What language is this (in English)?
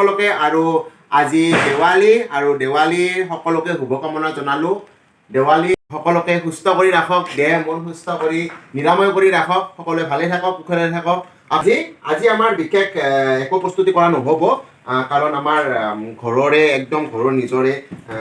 Assamese